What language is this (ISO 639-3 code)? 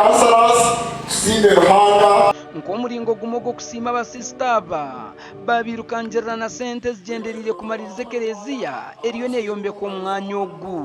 nyn